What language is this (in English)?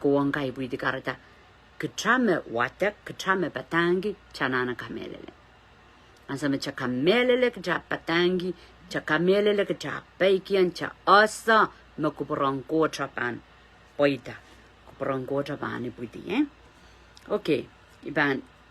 Pohnpeian